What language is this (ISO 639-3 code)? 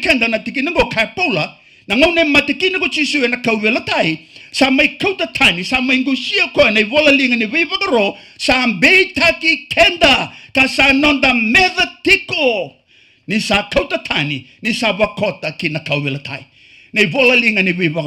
fij